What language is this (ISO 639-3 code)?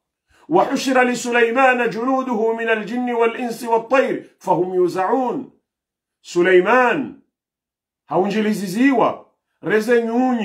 swa